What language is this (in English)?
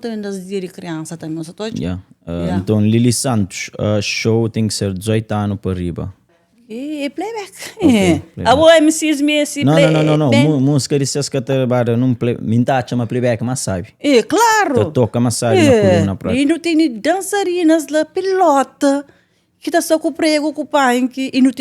Kabuverdianu